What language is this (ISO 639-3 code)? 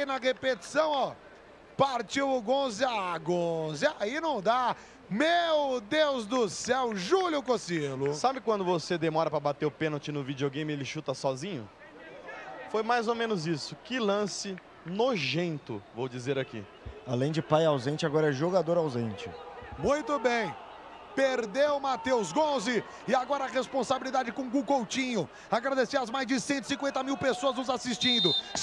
por